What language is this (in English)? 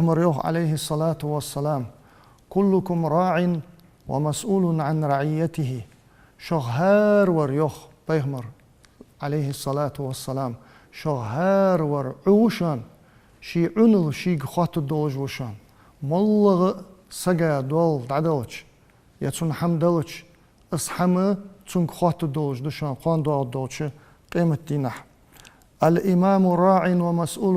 Ingush